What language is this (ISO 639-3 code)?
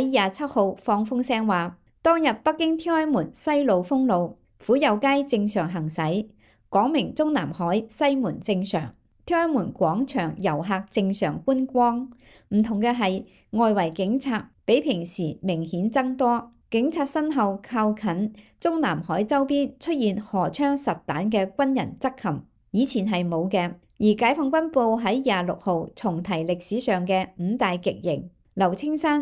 yue